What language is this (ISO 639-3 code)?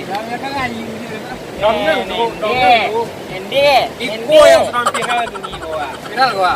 min